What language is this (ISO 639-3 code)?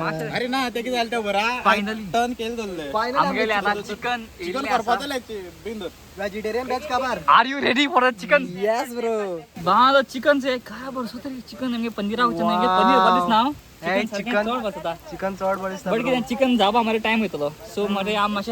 kok